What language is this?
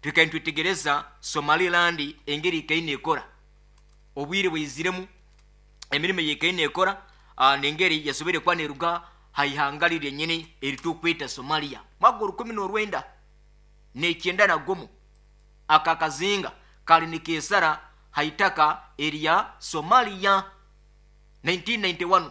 Nyoro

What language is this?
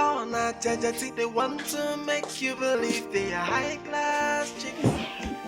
Nigerian Pidgin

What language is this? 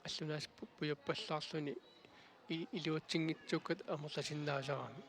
Kalaallisut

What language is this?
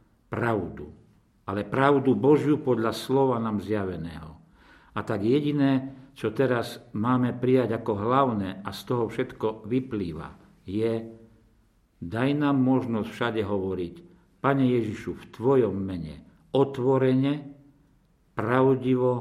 Slovak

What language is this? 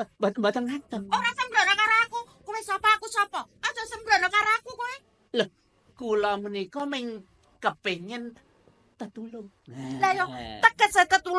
Javanese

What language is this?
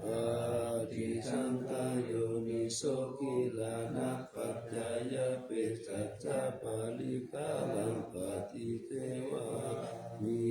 Pali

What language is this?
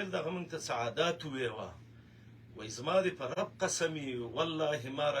Pashto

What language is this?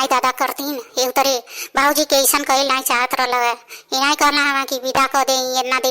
Bhojpuri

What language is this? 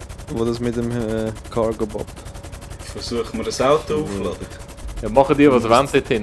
Swiss German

